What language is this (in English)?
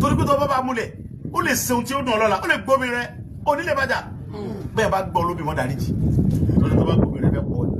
Yoruba